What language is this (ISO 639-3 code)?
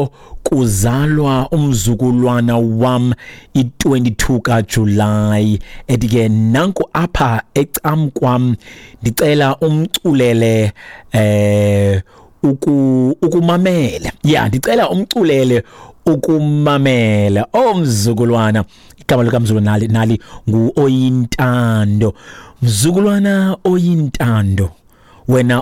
xho